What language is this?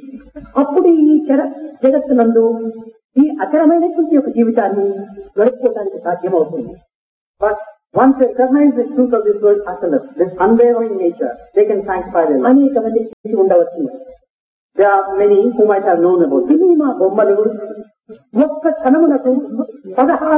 Telugu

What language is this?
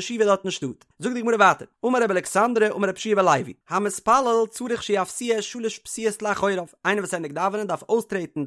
Yiddish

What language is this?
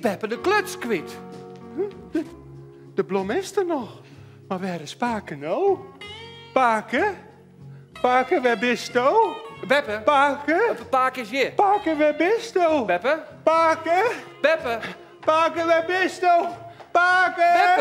Western Frisian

